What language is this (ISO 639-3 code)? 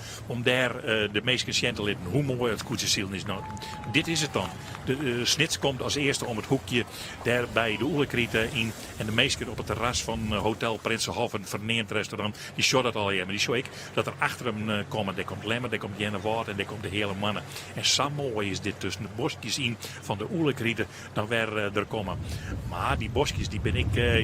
fry